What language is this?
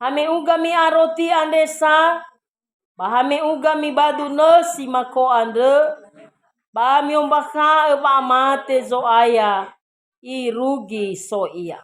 Nias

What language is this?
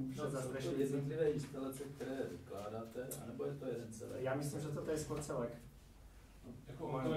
Czech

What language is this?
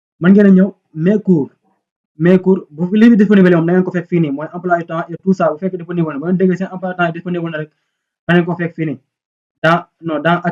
Wolof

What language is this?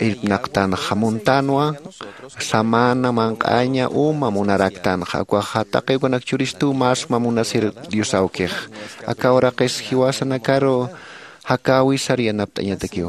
Aymara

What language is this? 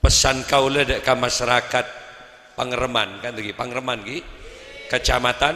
Madurese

